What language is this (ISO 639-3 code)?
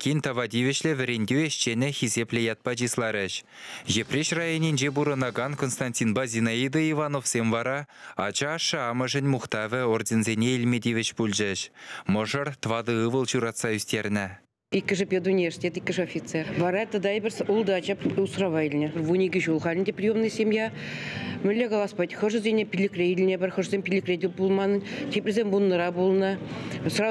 chv